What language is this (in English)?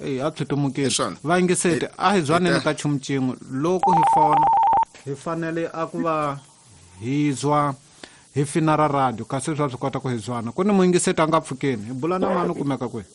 Tsonga